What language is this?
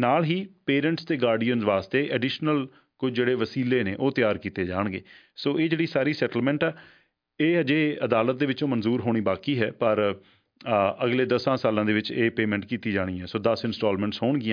Punjabi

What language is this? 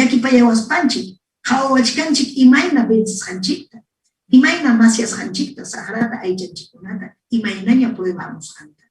Ayacucho Quechua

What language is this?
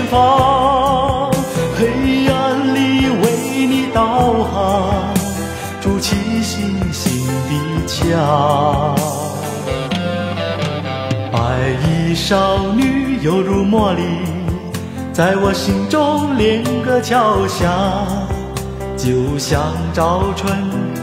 Chinese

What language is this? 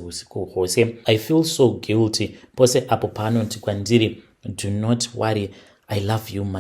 Shona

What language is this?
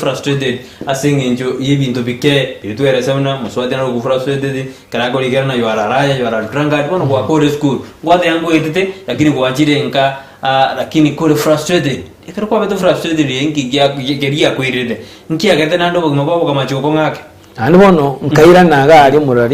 Gusii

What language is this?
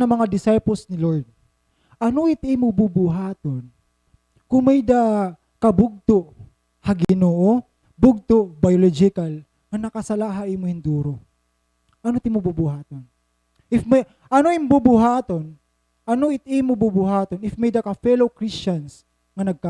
Waray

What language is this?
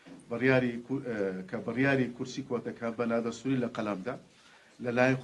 Central Kurdish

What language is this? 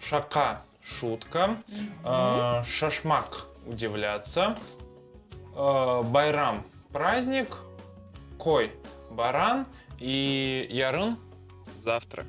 Crimean Tatar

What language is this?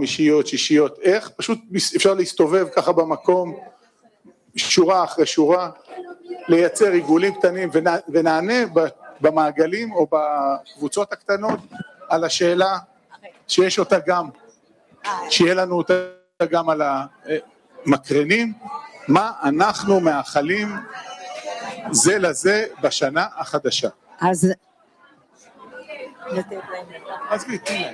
Hebrew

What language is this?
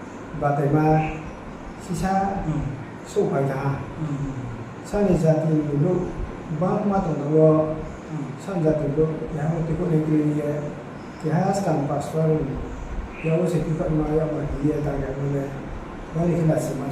Riang (India)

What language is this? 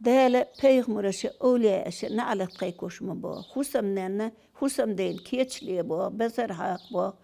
Chechen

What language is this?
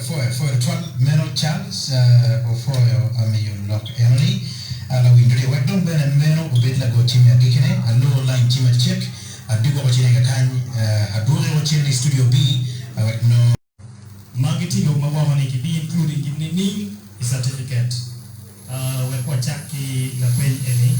Acoli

